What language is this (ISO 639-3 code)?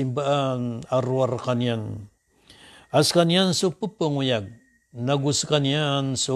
mrw